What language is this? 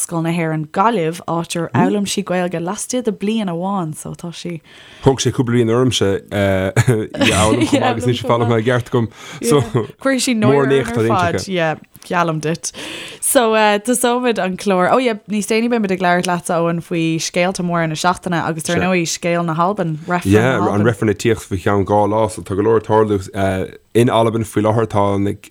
Irish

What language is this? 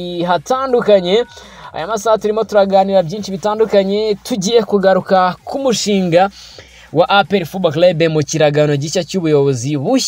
Kinyarwanda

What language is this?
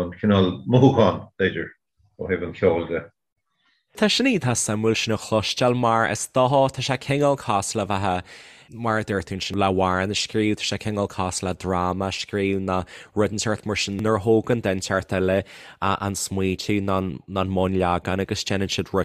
Irish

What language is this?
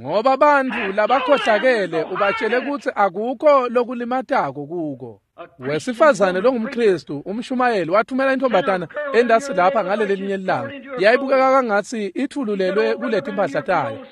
Swati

